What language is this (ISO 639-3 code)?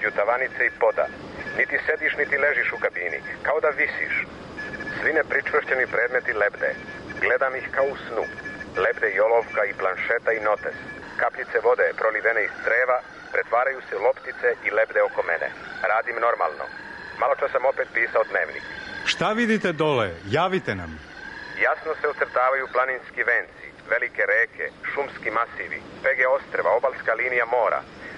srp